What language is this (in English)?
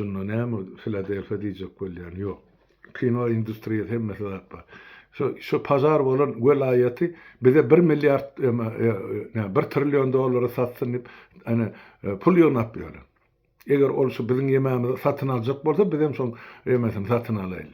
Turkmen